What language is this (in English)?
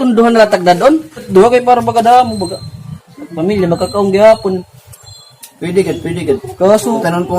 Waray